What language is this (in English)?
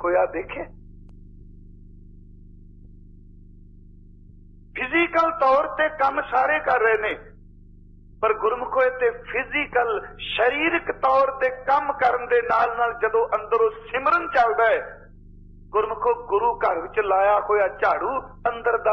Punjabi